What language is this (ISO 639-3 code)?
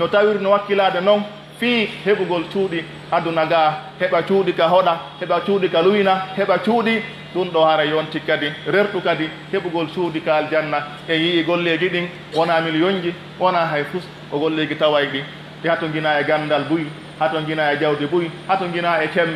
fuf